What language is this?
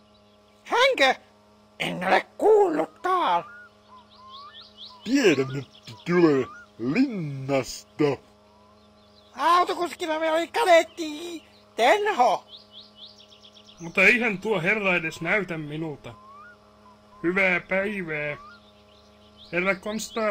Finnish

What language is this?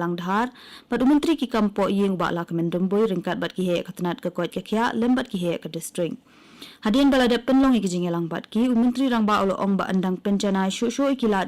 Khasi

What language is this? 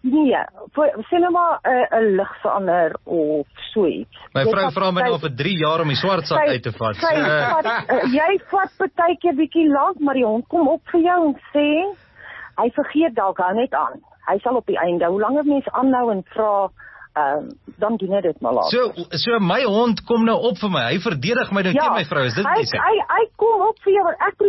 Afrikaans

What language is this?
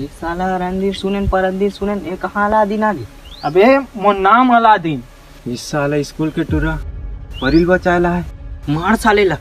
Chhattisgarhi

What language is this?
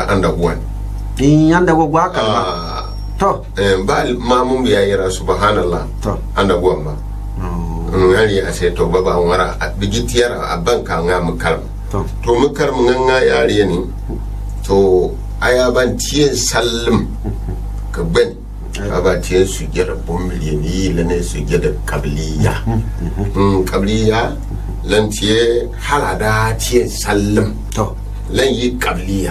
Gourmanchéma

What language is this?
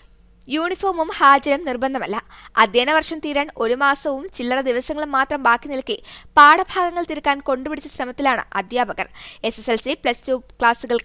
Malayalam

